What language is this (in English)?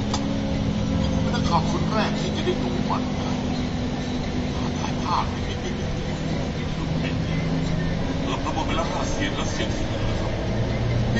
Thai